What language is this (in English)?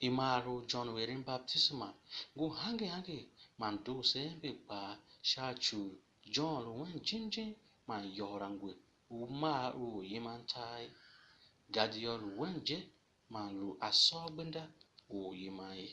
Tiv